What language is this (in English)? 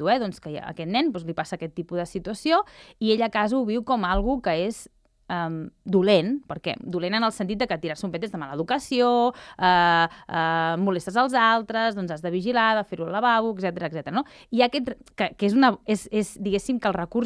Catalan